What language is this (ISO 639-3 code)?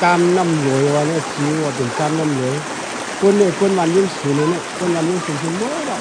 shn